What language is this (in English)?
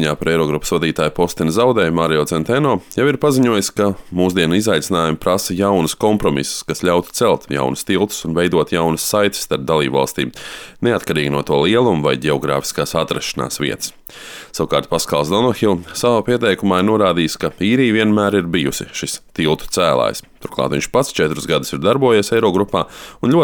Latvian